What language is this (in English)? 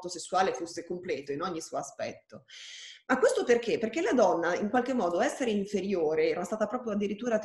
Italian